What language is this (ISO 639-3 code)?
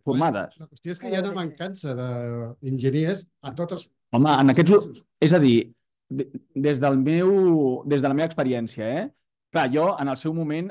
cat